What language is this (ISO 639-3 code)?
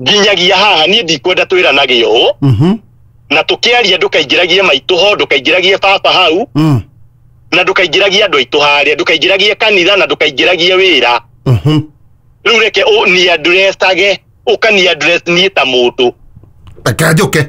kik